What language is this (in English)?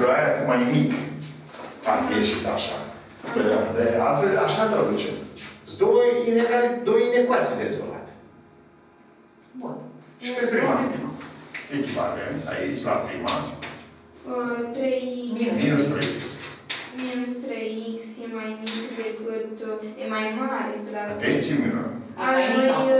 Romanian